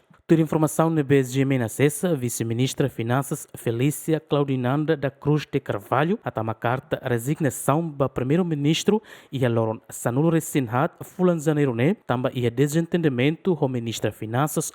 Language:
Tetum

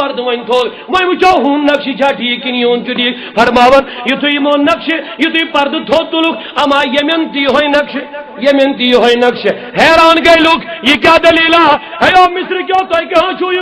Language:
Kashmiri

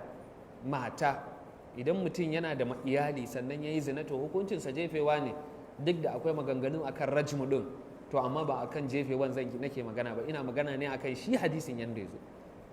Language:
Hausa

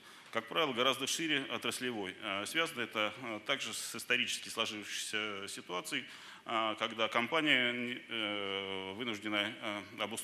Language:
Russian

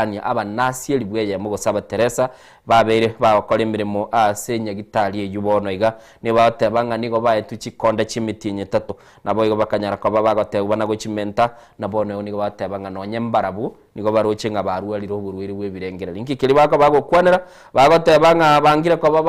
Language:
Gusii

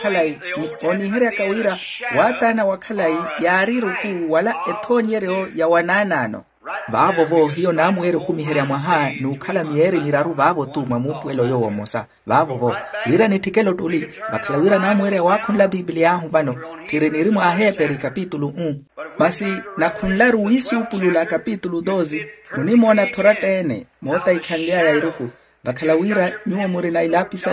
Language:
Makhuwa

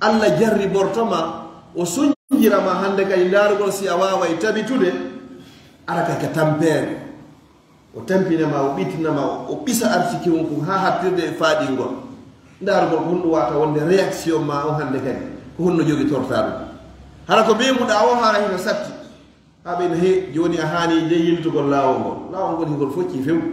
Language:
Fula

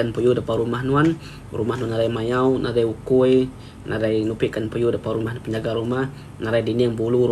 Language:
Iban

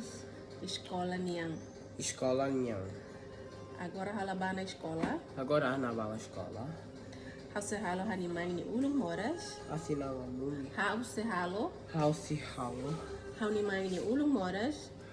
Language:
Tetum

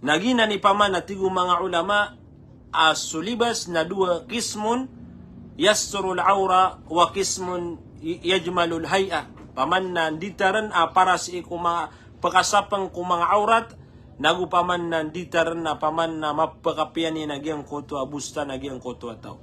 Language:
Maranao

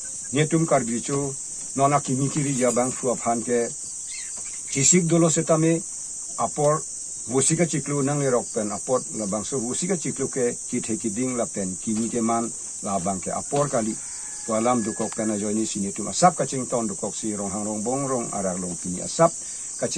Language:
Karbi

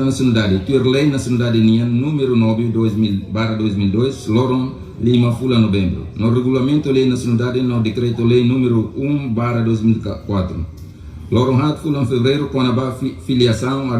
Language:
Tetum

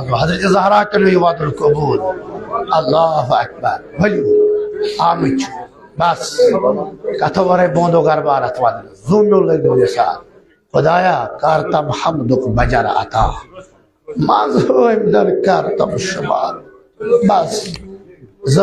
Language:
Kashmiri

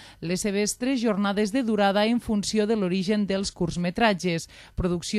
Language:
Catalan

